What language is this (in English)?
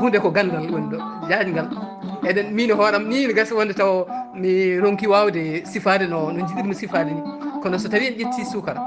Fula